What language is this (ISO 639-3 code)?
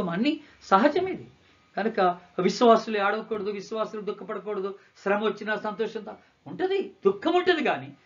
tel